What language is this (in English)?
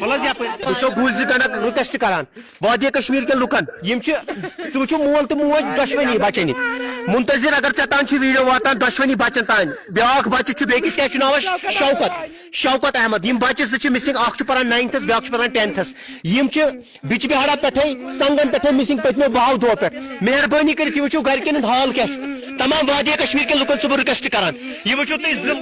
Kashmiri